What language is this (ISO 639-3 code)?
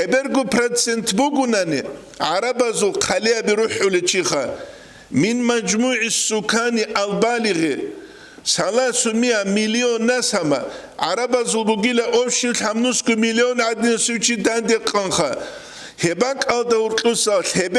ava